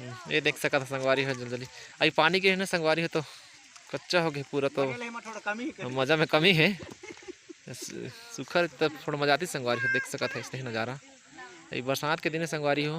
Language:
Chhattisgarhi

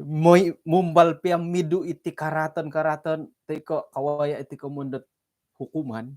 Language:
Central Dusun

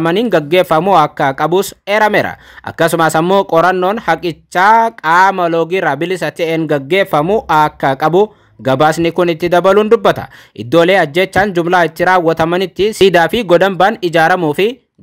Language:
Oromo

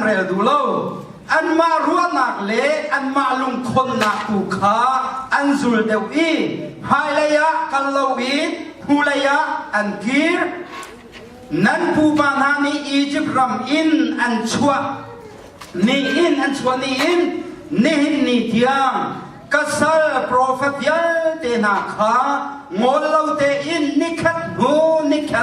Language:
Hakha Chin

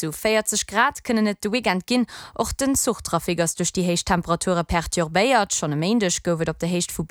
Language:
Luxembourgish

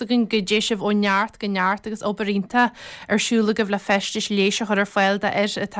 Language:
Irish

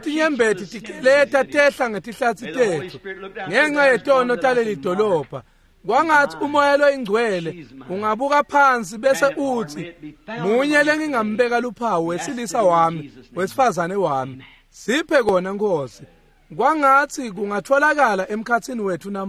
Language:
Swati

